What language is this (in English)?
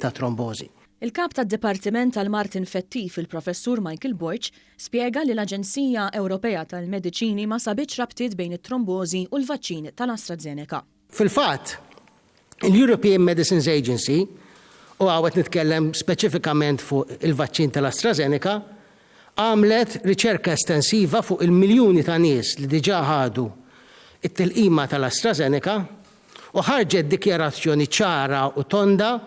Maltese